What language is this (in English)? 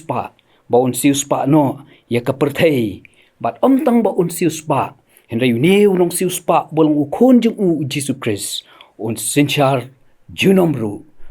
Khasi